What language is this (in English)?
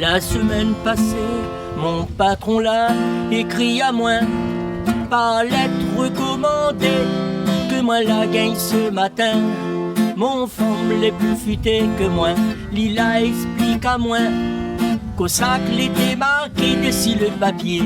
Réunion Creole French